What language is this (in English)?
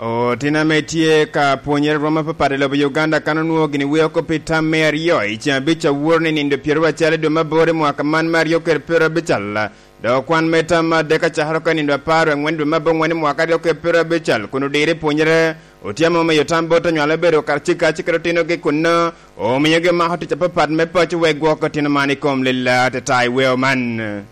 Lango (Uganda)